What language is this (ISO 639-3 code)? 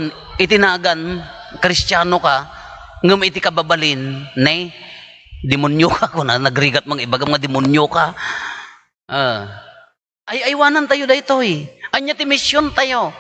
ilo